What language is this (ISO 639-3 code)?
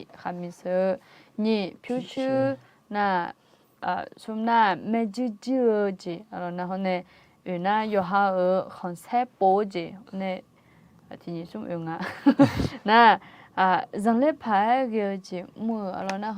ahk